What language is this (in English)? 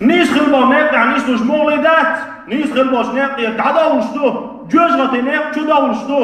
Chechen